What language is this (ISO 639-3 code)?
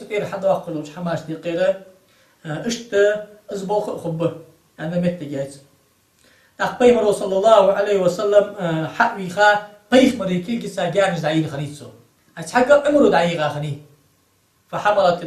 inh